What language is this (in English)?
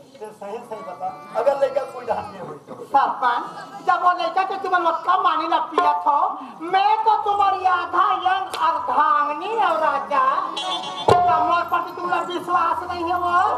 Chhattisgarhi